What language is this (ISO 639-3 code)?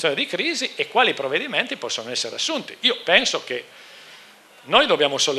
ita